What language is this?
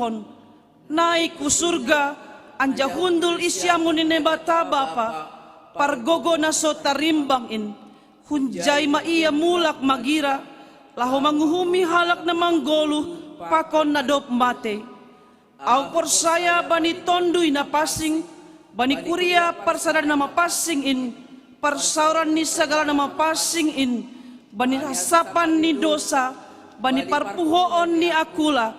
Batak Simalungun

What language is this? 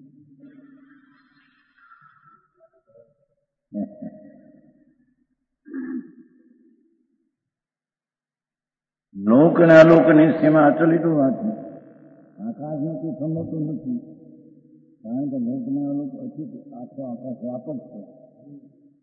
Gujarati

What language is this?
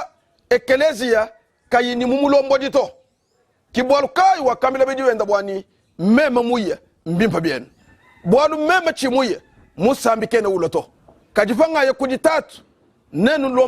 Luba-Lulua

